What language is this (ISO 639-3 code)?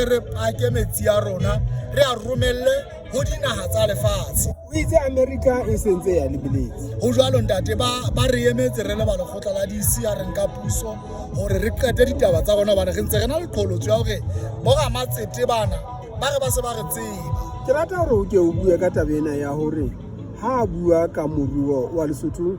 sot